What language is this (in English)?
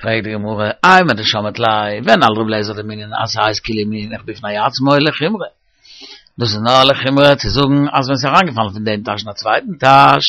Yiddish